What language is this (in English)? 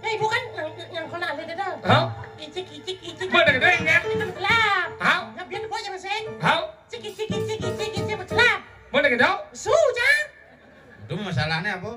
Balinese